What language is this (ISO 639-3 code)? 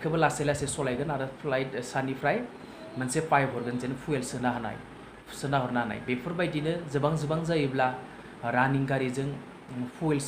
brx